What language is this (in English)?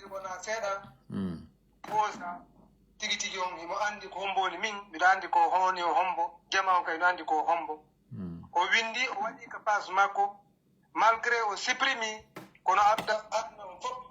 Pular